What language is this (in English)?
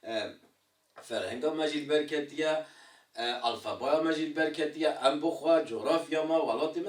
Kurdish